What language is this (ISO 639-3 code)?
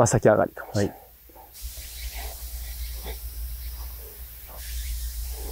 jpn